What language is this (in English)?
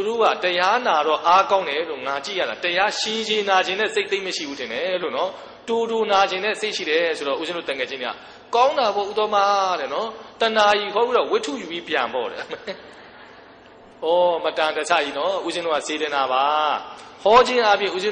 Burmese